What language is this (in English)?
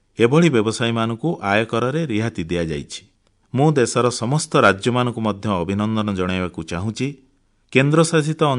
Odia